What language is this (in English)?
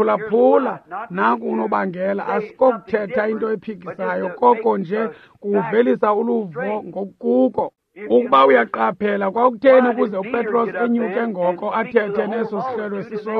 Xhosa